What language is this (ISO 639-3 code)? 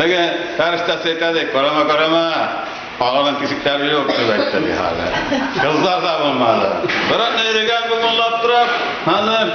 tat